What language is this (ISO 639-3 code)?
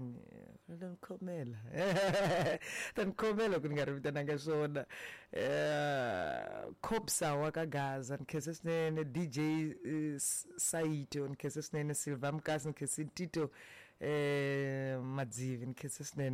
tso